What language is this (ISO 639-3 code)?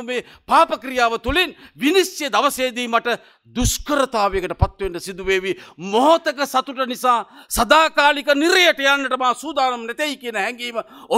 sin